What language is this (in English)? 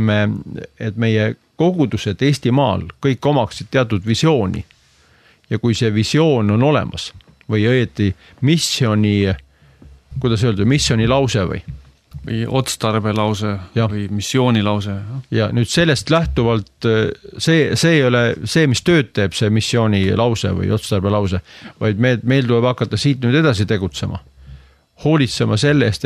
Estonian